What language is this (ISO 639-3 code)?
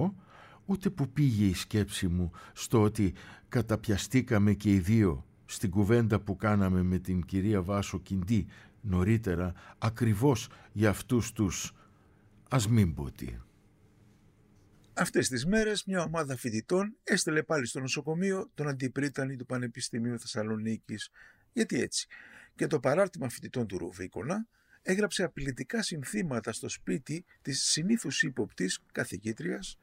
ell